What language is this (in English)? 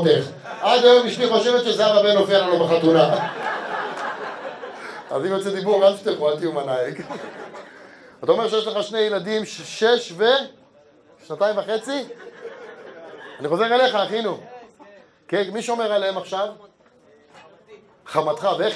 Hebrew